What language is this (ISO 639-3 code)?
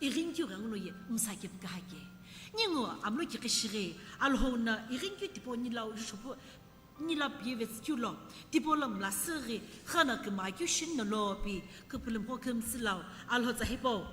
nsm